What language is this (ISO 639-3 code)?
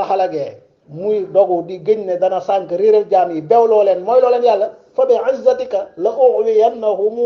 wol